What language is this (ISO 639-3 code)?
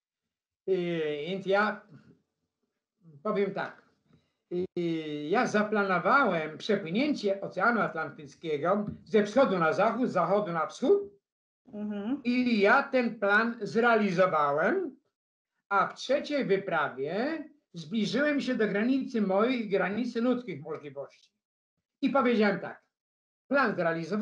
pol